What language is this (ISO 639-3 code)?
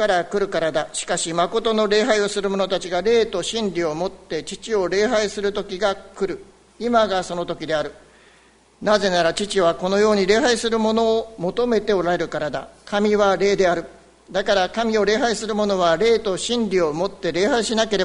jpn